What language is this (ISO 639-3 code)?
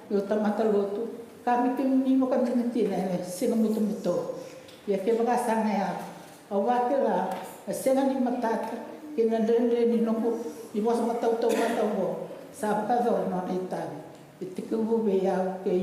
fij